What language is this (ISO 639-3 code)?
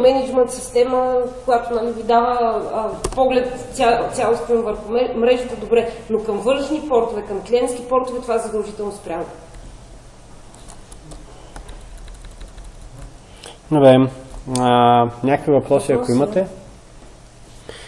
bul